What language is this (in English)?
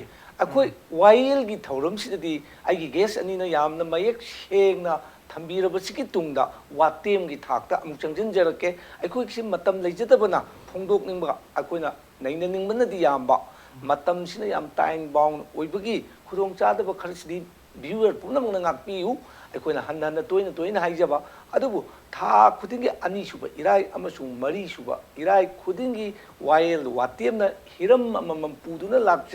Manipuri